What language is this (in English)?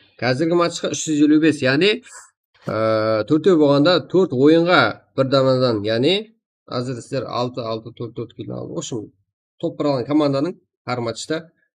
Kara-Kalpak